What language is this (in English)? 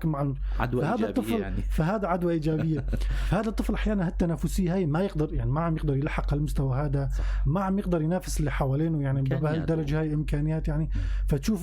North Levantine Arabic